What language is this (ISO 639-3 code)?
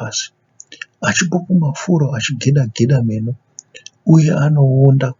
sna